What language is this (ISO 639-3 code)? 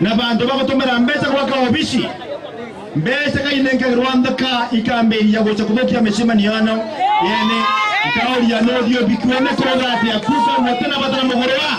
mer